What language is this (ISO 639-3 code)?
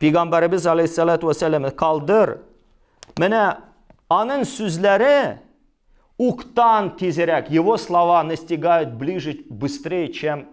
tat